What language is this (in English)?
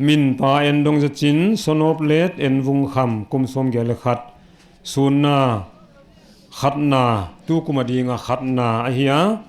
Paite Chin